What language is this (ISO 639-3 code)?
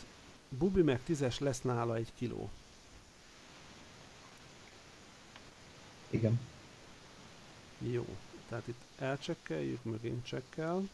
hun